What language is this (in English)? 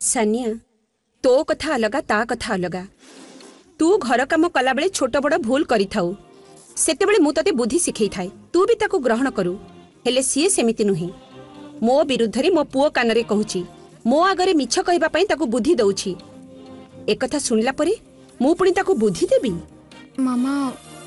Odia